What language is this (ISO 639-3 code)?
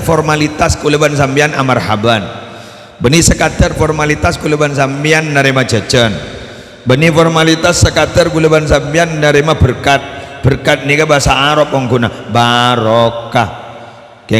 mad